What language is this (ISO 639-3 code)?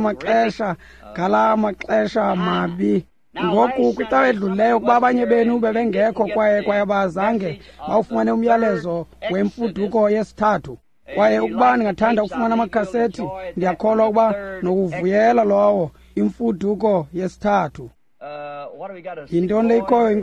xho